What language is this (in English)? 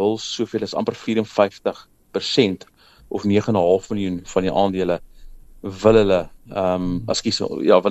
Afrikaans